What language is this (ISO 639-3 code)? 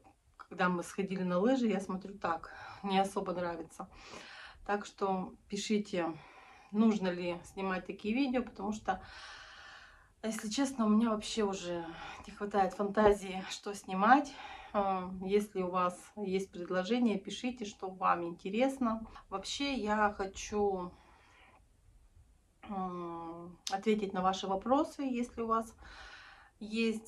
rus